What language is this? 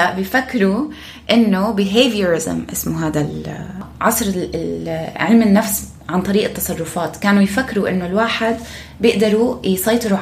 North Levantine Arabic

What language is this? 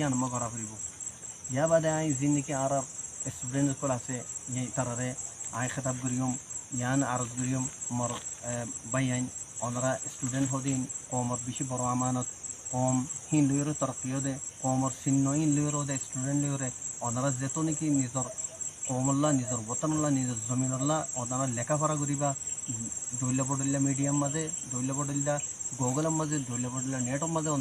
Rohingya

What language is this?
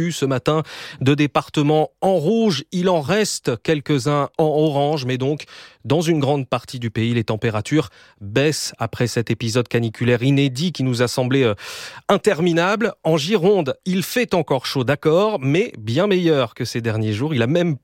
French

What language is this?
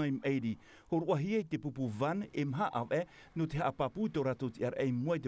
Tahitian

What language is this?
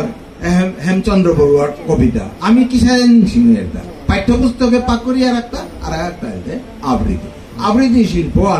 Bishnupriya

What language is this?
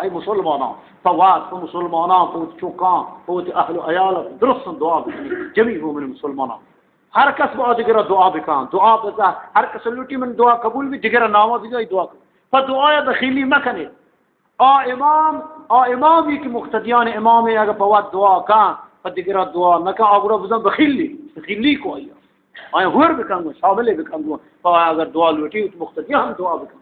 Eastern Balochi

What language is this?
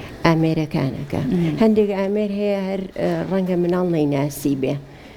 Central Kurdish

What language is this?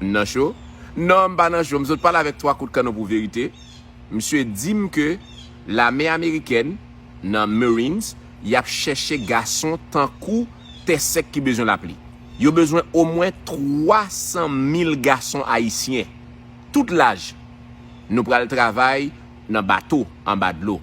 Haitian Creole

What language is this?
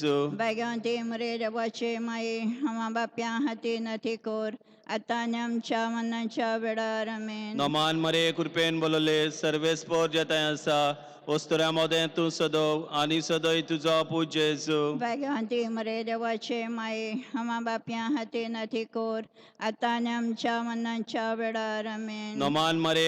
Konkani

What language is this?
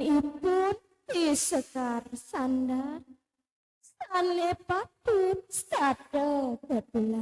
Balinese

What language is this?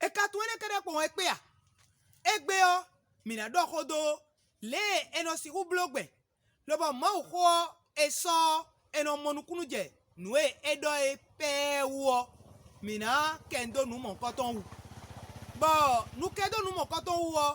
Fon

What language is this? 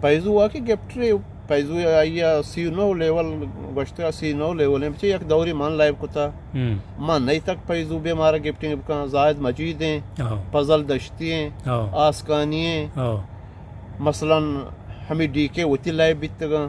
Eastern Balochi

